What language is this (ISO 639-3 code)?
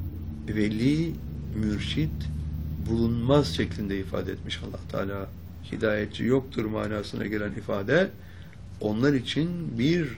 tur